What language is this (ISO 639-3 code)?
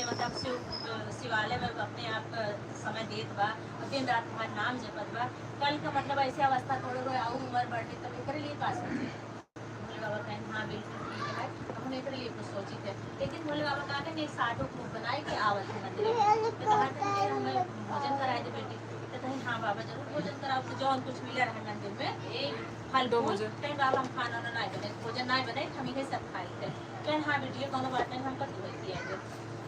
awa